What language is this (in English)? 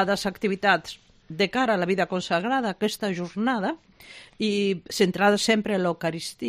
Catalan